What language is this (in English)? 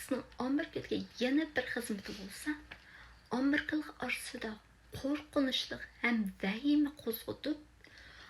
Uyghur